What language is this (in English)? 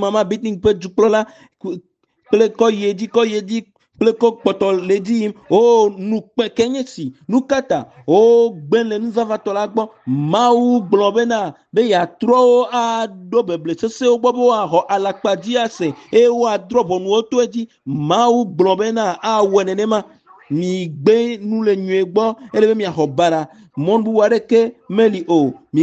Ewe